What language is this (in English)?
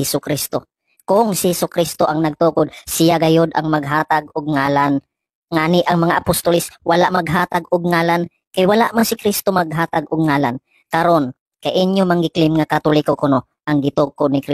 Cebuano